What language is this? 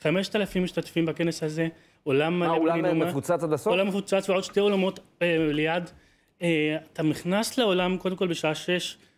Hebrew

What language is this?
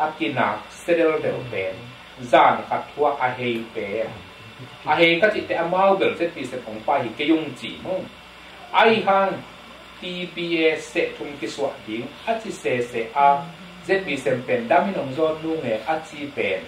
Tedim Chin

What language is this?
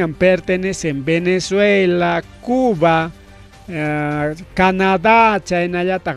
Ayacucho Quechua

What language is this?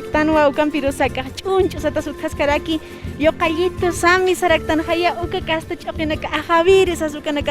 Aymara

